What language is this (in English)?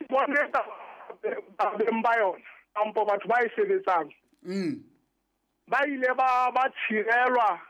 Southern Sotho